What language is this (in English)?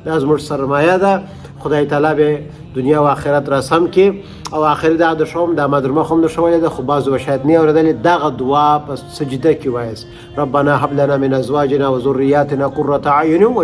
Pashto